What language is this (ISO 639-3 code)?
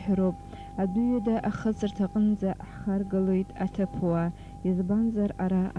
abk